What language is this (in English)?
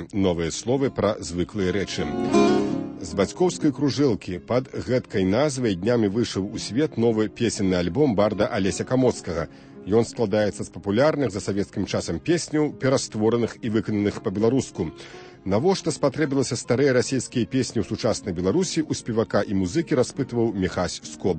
Belarusian